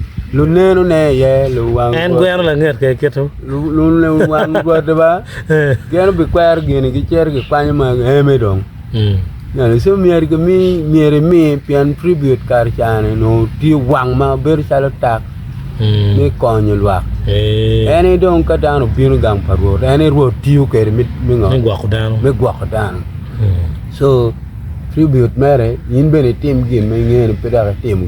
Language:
Acoli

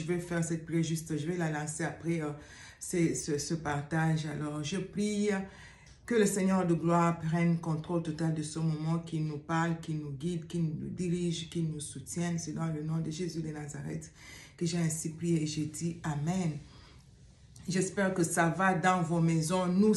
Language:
French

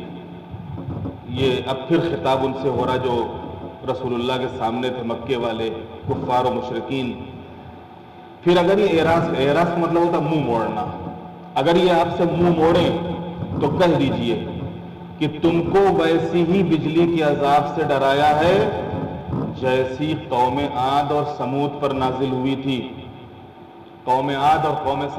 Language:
Urdu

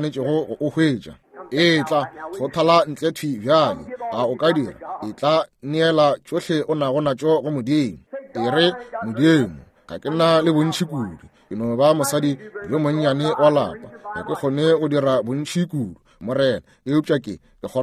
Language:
Northern Sotho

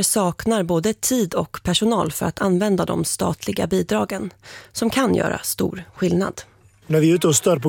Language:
Swedish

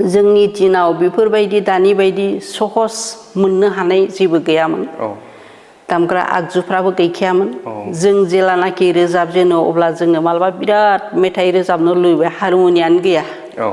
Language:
Bodo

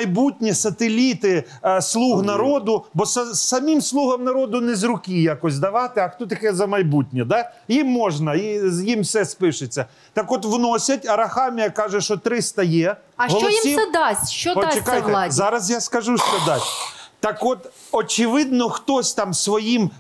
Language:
Ukrainian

